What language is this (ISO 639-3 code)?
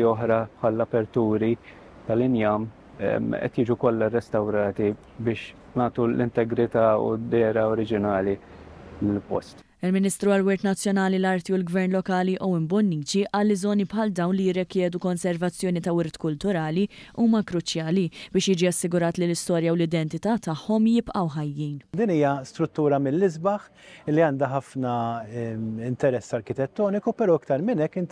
mlt